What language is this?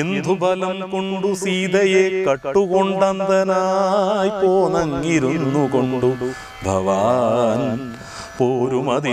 Malayalam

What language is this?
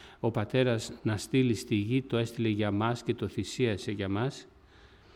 Greek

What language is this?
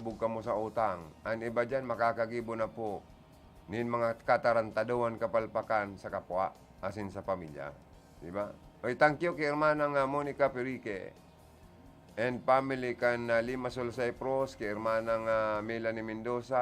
Bikol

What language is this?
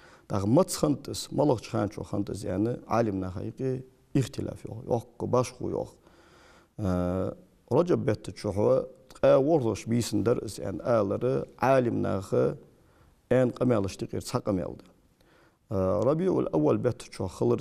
Ingush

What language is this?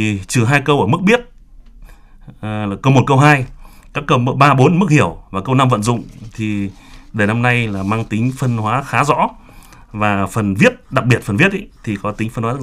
Vietnamese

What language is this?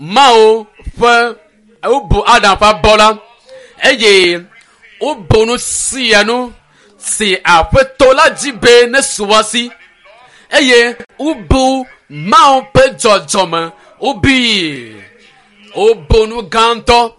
Ewe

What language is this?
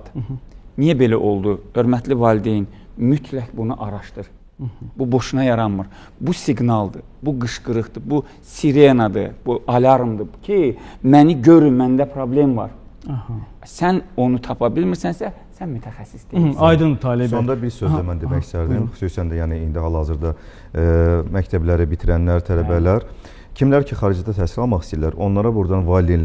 Azerbaijani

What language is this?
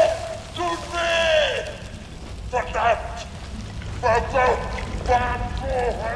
Bavarian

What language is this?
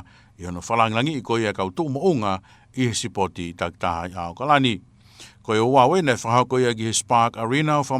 Tongan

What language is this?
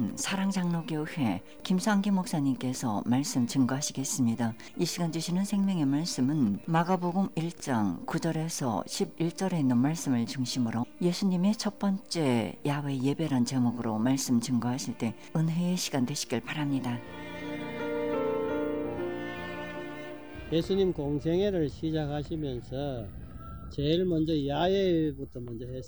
Korean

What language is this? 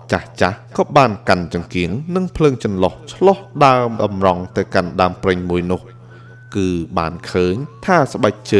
Khmer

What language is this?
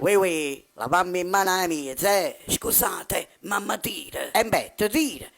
Neapolitan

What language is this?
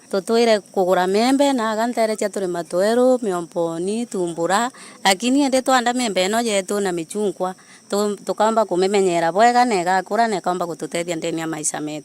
Meru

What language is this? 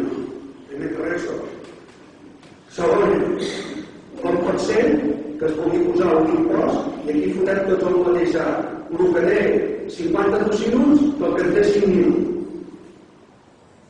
Catalan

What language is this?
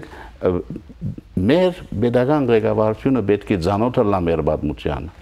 Western Armenian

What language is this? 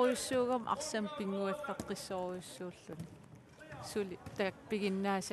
Kalaallisut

